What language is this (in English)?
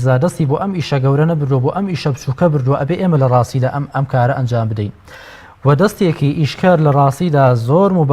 Central Kurdish